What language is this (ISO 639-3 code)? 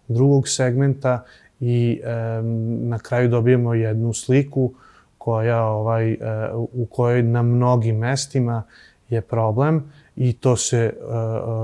srp